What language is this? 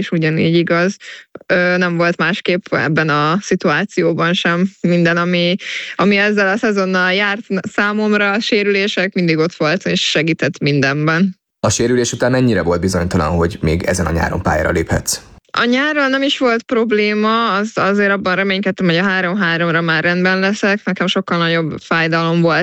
Hungarian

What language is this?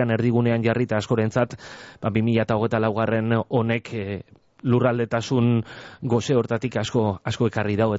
Basque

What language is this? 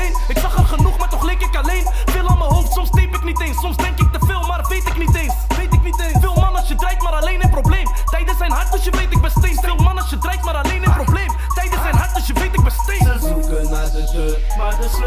Dutch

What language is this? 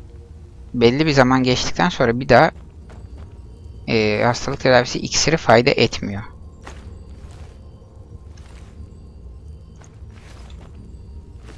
Turkish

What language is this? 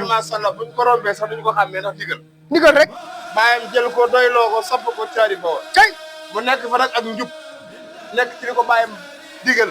Wolof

